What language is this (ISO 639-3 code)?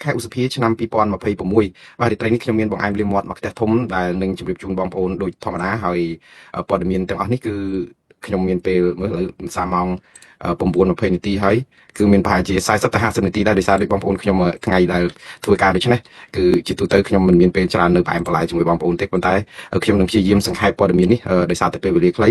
khm